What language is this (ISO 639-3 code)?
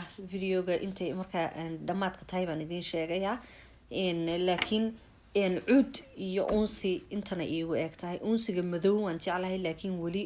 som